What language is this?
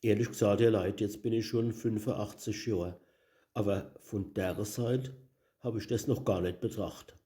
Palatine German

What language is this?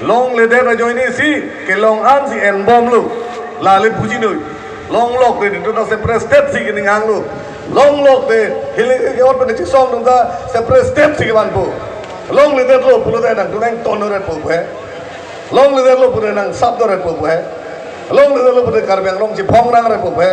Karbi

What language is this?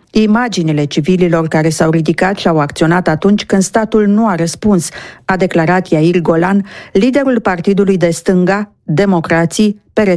Romanian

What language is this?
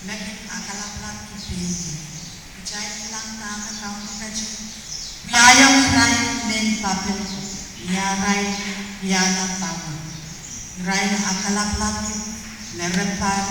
Pohnpeian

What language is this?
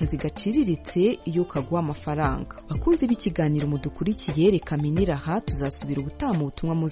Kinyarwanda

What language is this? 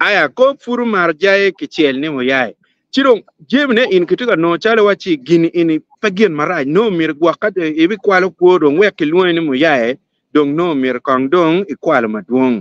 Acoli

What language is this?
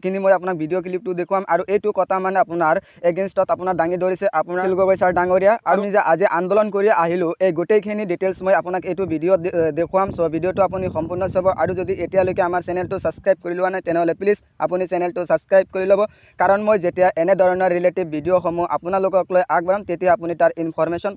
Assamese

